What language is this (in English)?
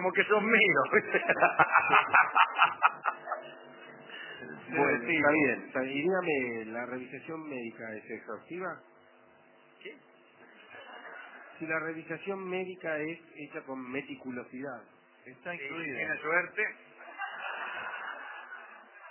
Spanish